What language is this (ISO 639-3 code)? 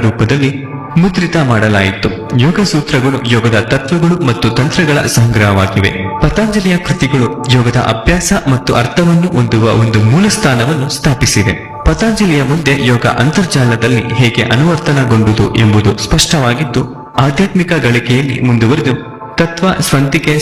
kan